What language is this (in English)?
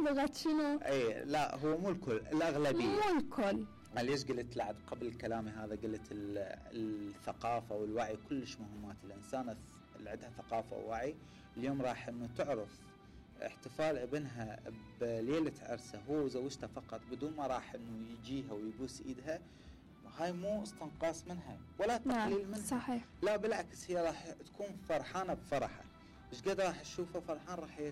Mesopotamian Arabic